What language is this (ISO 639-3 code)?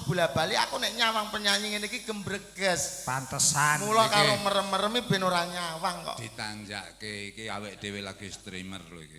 jav